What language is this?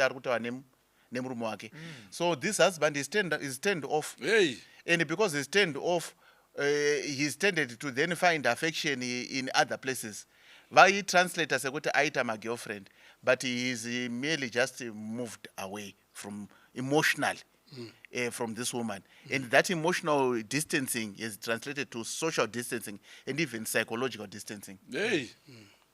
Shona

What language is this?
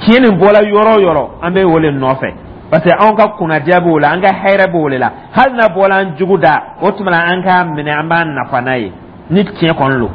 Dyula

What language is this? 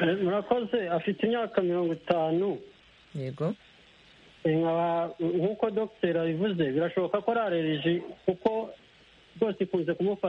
Kinyarwanda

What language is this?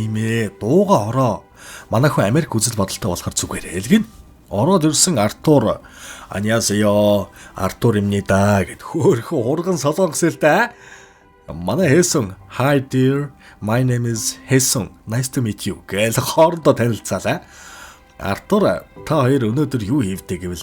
Mongolian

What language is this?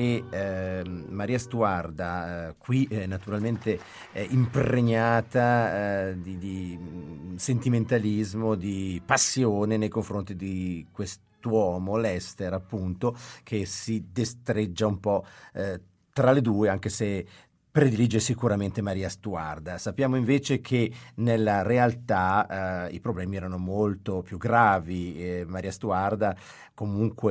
Italian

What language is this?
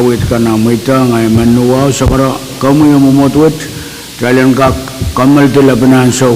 Pohnpeian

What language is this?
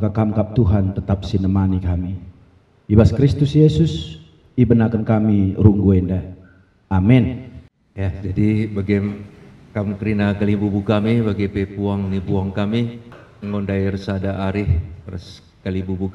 Batak Karo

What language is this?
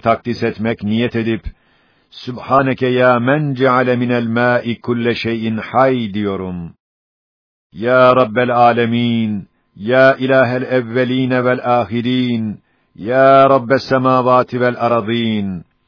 Turkish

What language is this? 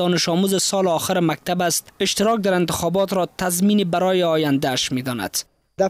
Persian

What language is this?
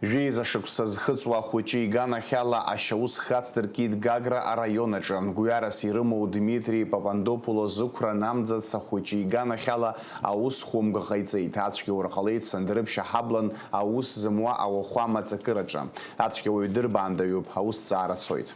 Abkhazian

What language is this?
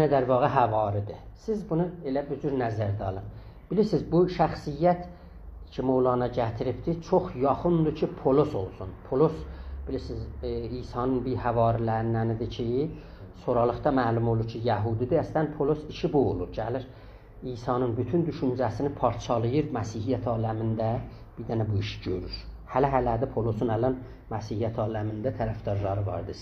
South Azerbaijani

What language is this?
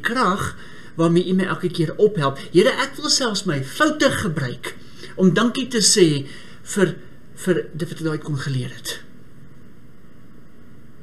Afrikaans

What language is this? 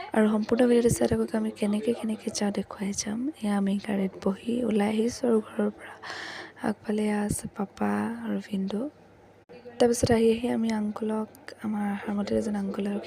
Assamese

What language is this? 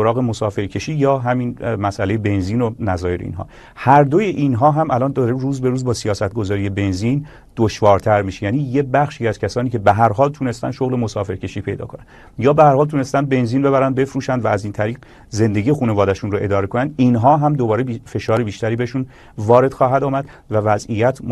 Persian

